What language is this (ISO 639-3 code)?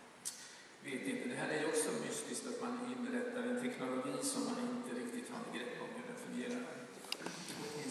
swe